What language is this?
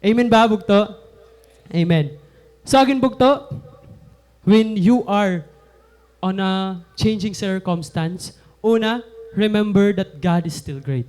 Waray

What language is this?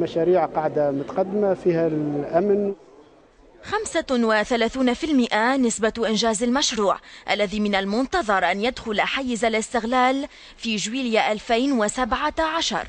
Tunisian Arabic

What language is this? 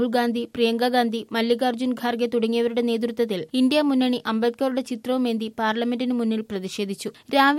Malayalam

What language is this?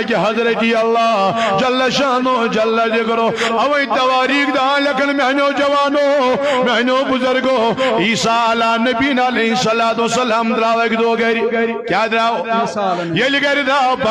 Kashmiri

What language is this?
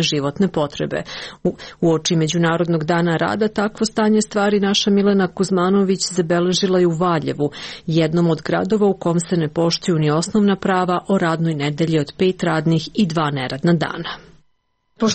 Serbian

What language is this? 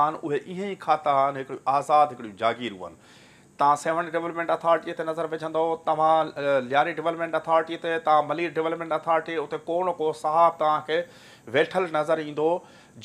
Sindhi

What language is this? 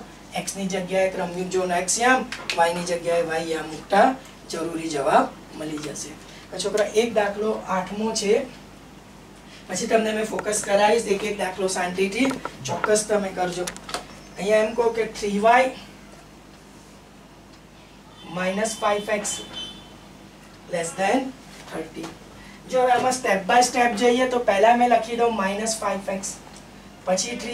Gujarati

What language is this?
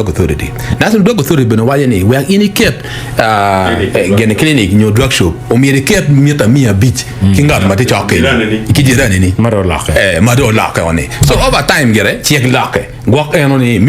Acoli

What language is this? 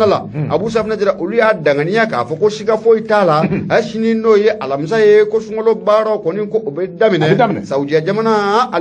Bambara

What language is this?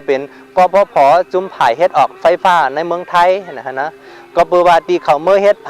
Shan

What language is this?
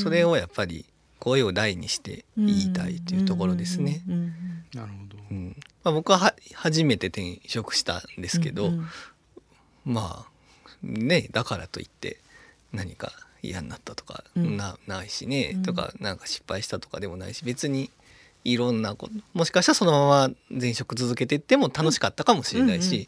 Japanese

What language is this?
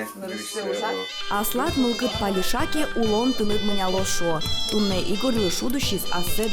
Udmurt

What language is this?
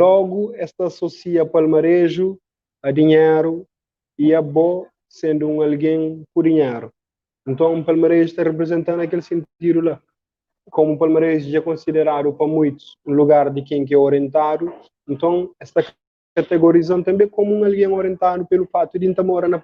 Kabuverdianu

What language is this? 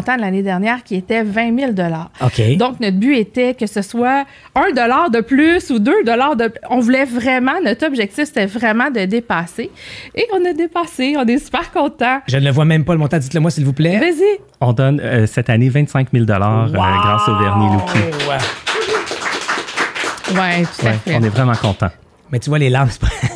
French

